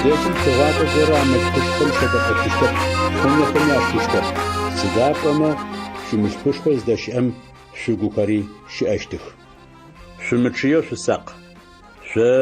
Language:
Adyghe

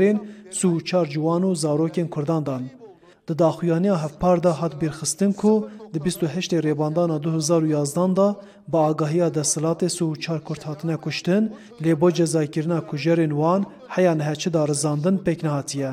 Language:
Kurdish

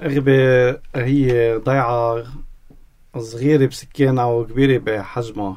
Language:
North Levantine Arabic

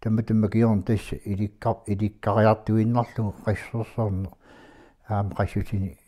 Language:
Kalaallisut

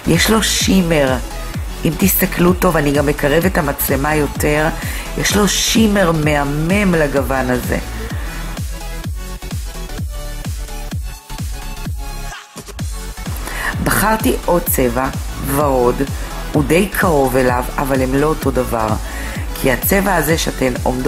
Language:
Hebrew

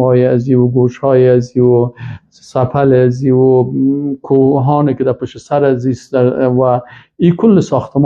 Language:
Persian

